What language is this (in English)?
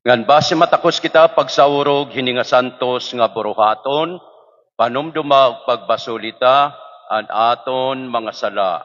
Waray